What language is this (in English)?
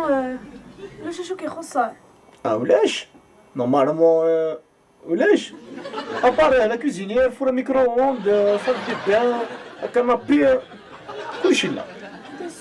Kabyle